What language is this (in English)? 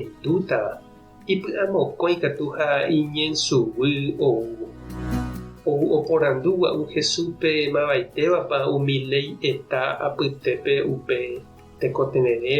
Guarani